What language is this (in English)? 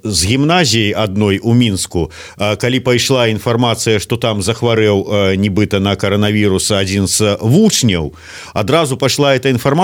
Belarusian